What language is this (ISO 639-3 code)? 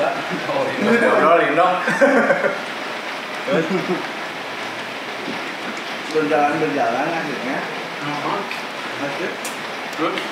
ind